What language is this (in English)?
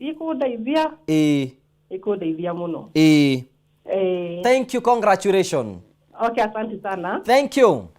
Kikuyu